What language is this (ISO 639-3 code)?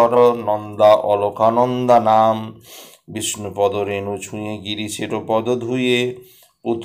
ben